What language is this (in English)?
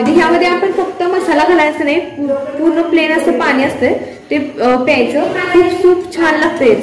Marathi